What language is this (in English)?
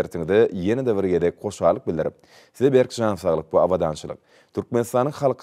Turkmen